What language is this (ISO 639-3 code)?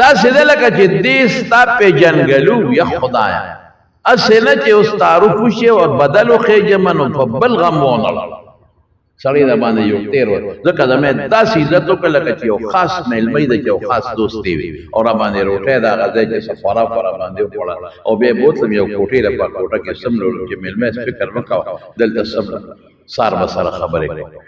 pus